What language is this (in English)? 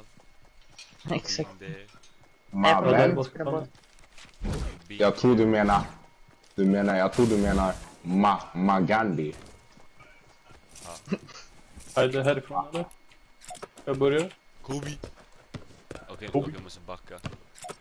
Swedish